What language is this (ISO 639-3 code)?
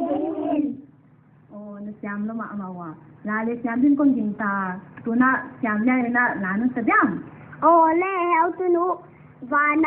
pck